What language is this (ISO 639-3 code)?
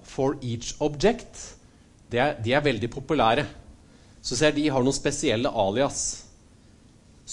nor